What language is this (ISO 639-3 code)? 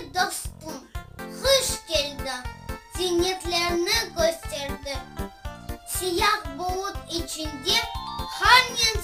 crh